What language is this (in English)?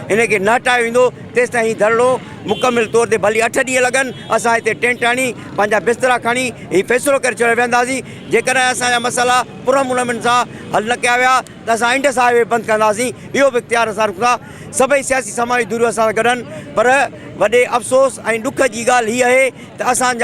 Sindhi